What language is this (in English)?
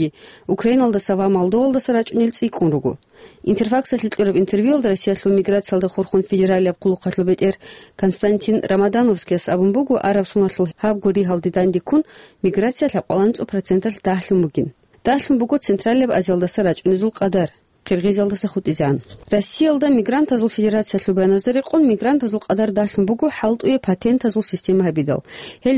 Avaric